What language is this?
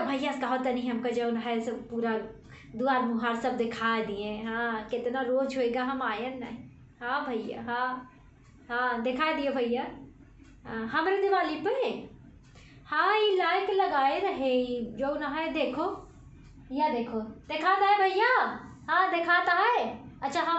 Awadhi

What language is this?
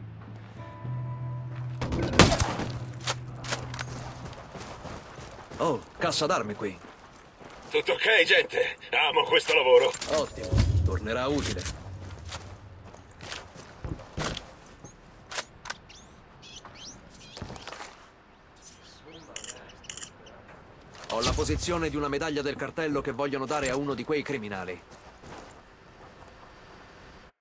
Italian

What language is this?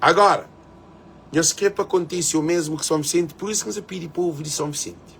Kabuverdianu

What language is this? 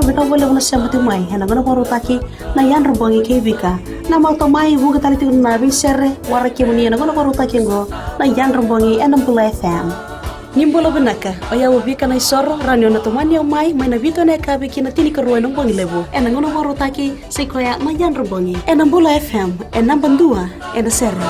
Fijian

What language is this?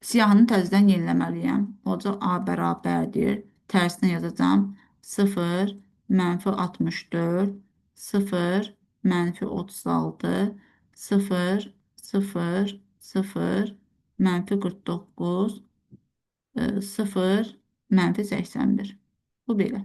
Azerbaijani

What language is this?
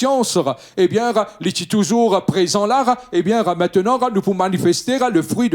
Morisyen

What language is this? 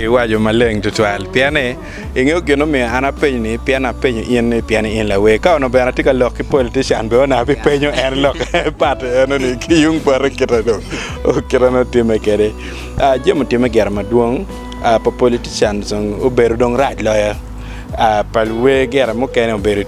Acoli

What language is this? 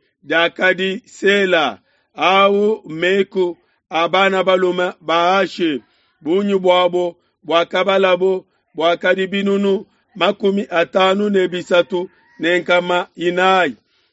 Luba-Lulua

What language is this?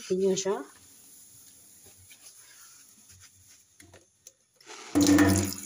Portuguese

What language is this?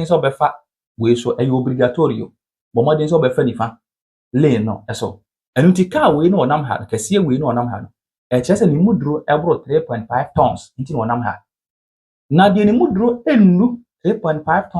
Akan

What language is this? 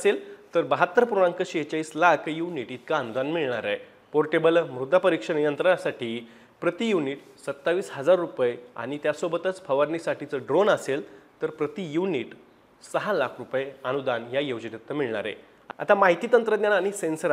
Marathi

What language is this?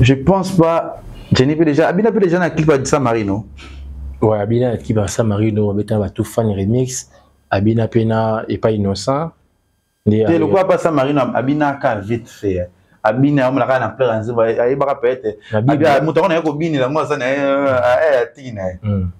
Lingala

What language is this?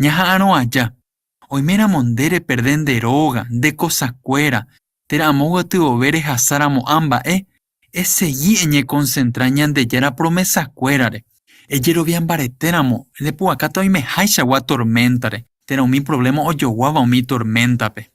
Guarani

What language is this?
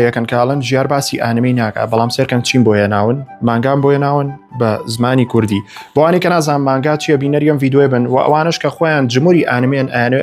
Central Kurdish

